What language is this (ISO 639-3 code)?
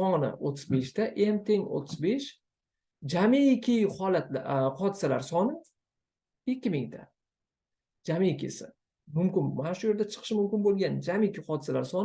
uzb